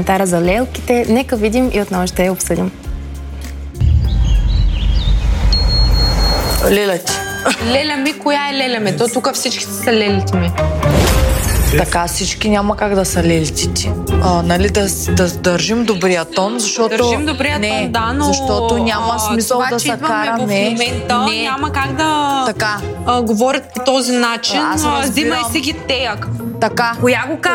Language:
Bulgarian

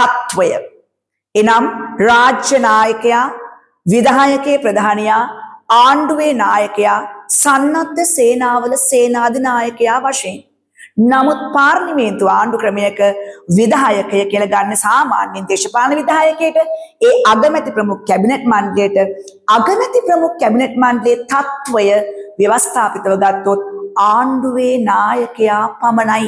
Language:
Sinhala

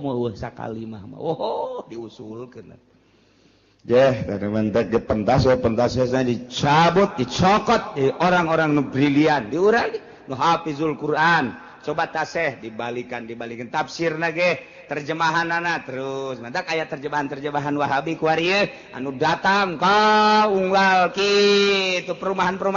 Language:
Sundanese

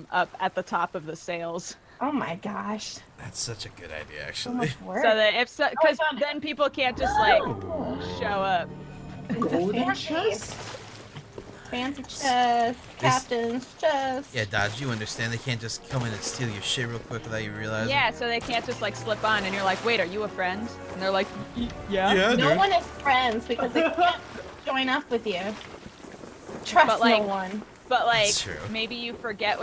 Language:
English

